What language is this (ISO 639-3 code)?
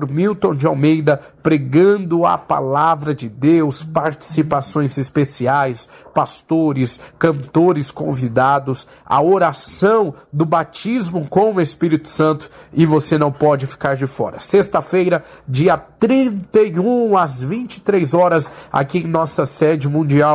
por